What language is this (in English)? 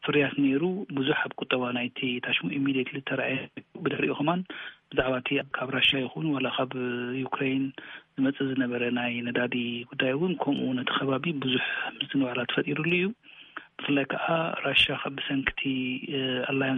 Tigrinya